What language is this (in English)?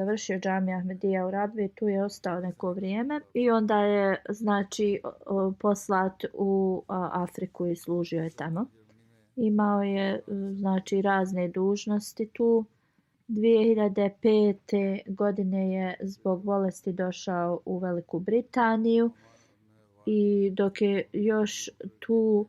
Bosnian